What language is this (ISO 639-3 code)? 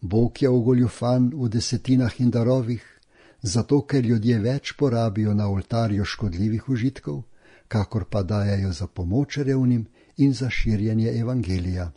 slv